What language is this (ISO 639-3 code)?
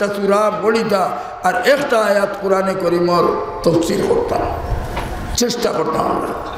syl